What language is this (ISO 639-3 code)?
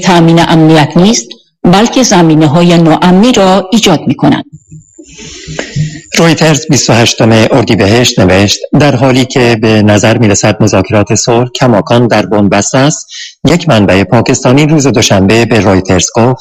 fas